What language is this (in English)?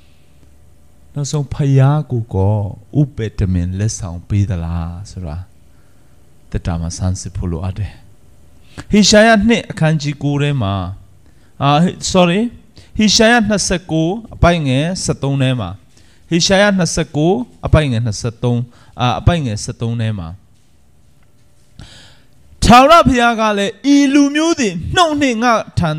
Burmese